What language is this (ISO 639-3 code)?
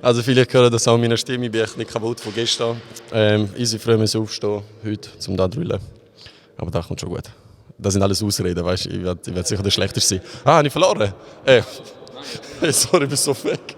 gsw